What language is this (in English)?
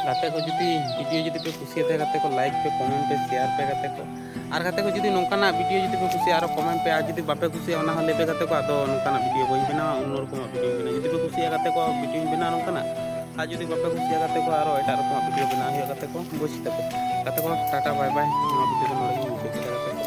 Santali